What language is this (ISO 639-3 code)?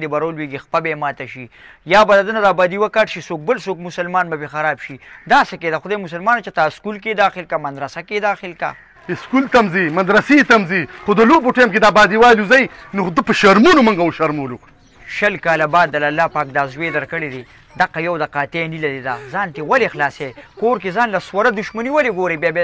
pus